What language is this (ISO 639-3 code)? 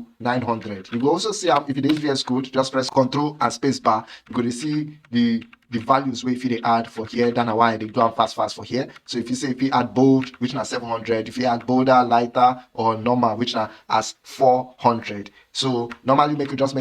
pcm